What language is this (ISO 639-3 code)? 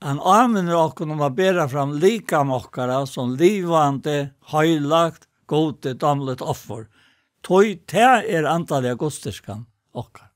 fao